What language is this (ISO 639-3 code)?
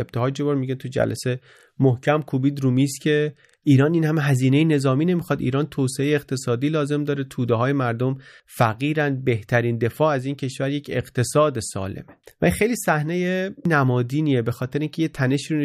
fas